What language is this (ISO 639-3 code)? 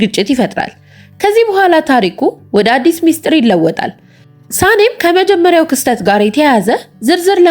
amh